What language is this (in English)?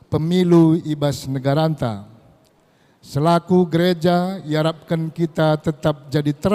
Batak Karo